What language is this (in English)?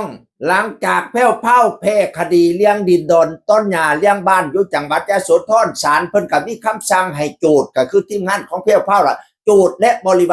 Northeastern Thai